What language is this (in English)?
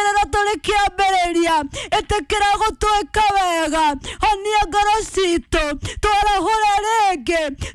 Kikuyu